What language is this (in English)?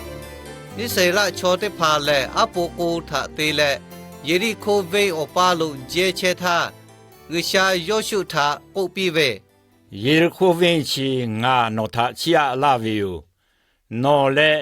Lahu